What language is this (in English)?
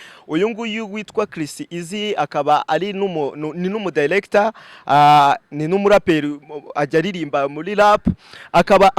Kinyarwanda